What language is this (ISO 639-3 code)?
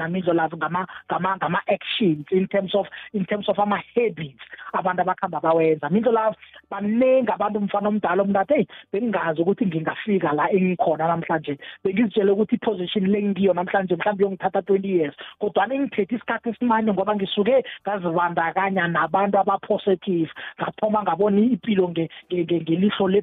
nbl